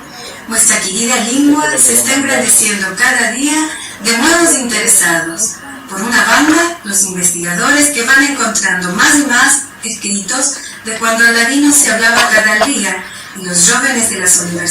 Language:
Ladino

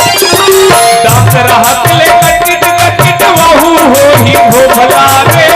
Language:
Chhattisgarhi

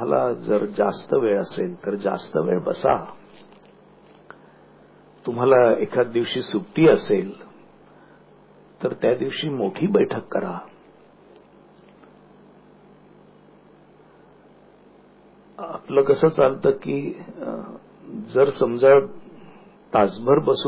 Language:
Marathi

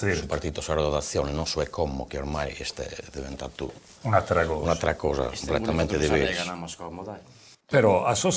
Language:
Sardinian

